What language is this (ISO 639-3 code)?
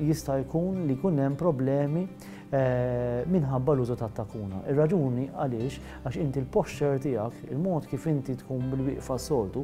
mlt